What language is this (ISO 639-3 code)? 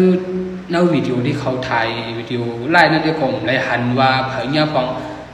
shn